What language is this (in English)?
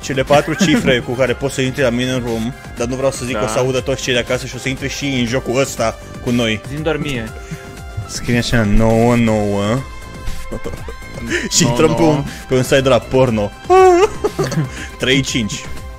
Romanian